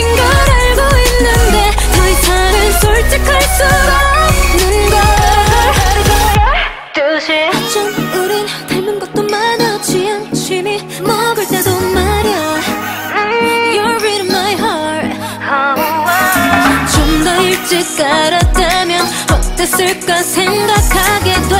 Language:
Korean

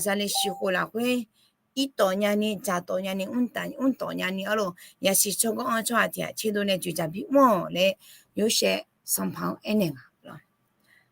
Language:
Akha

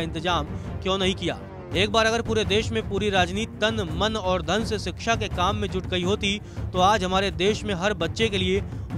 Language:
Hindi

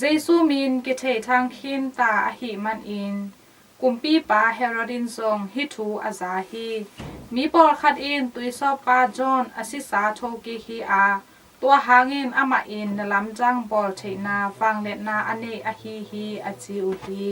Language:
Tedim Chin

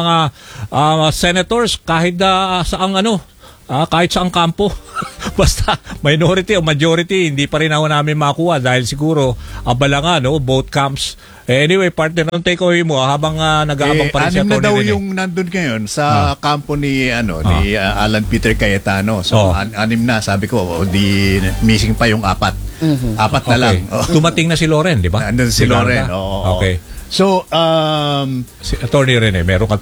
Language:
Filipino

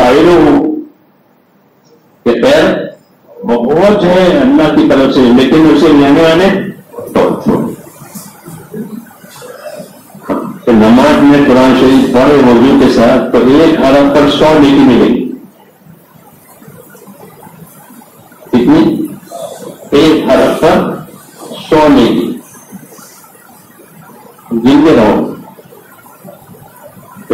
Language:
Urdu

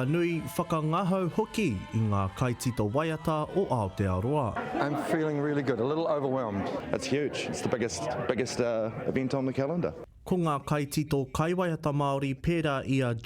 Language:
Māori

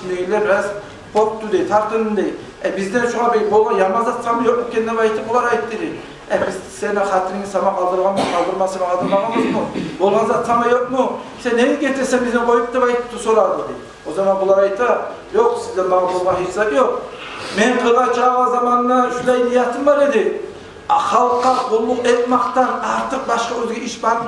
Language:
Kumyk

